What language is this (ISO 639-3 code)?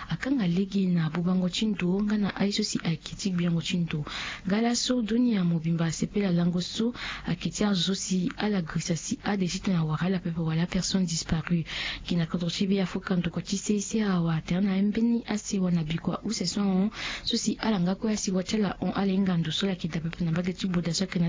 sag